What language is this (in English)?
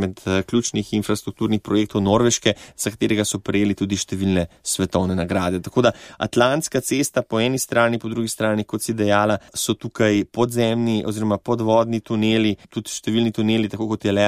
Slovenian